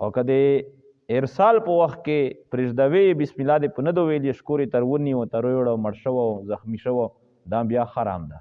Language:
Pashto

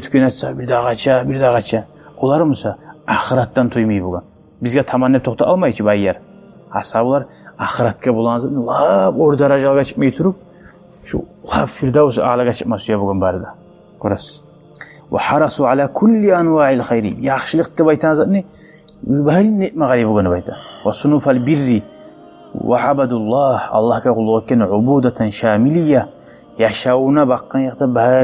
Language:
Kumyk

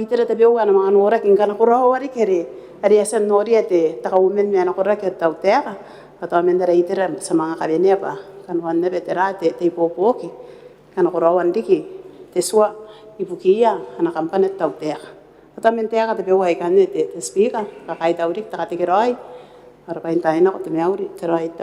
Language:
Gilbertese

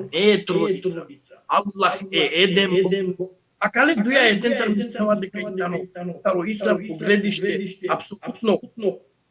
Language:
Balkan Romani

